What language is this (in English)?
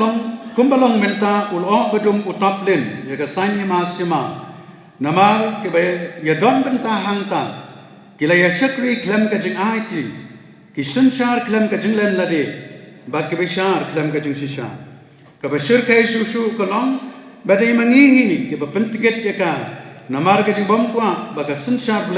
Khasi